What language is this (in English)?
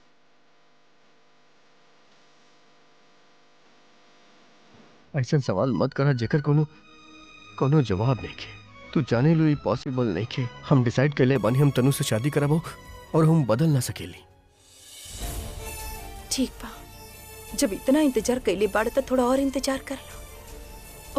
Bhojpuri